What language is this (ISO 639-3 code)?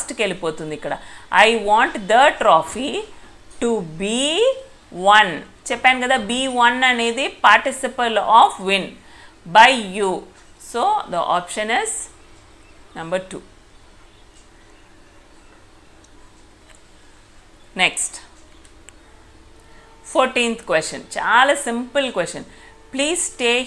tel